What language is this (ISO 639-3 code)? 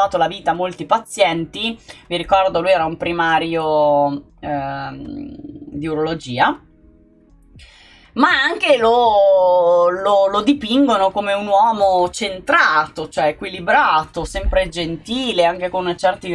ita